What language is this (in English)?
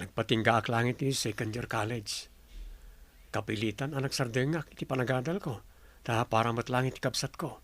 Iloko